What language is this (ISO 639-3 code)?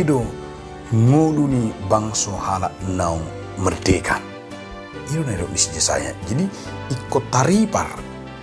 bbc